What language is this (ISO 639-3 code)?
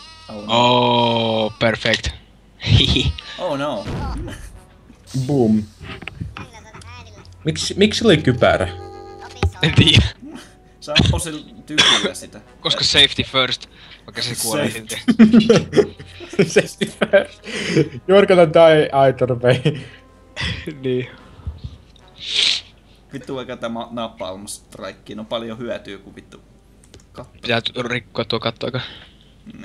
fin